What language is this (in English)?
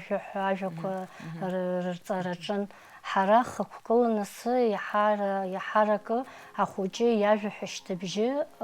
Abkhazian